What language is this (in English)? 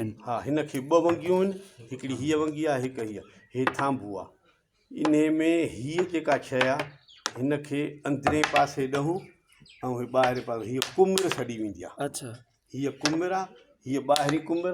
Sindhi